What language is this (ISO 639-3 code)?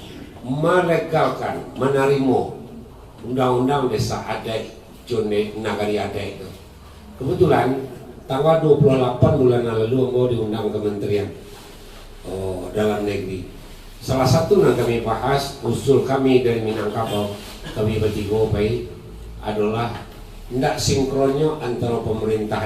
min